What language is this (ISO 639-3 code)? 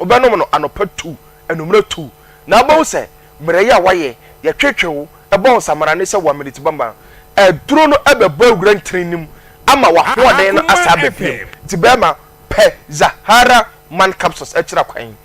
aka